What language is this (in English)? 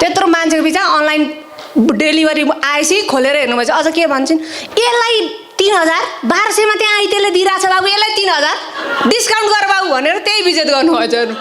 Nepali